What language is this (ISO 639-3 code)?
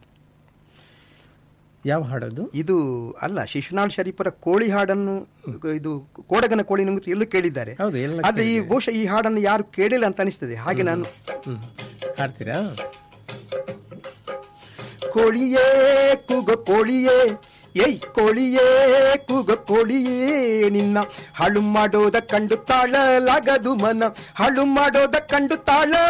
kan